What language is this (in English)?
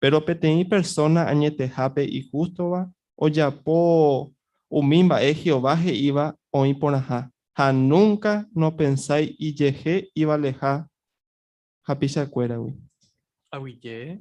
Guarani